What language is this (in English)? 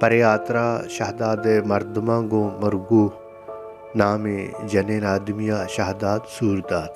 Baluchi